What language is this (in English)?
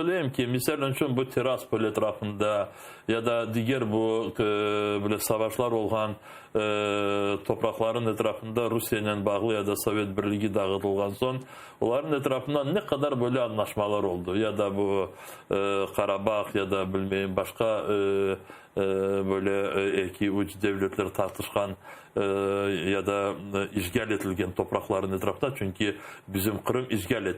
Crimean Tatar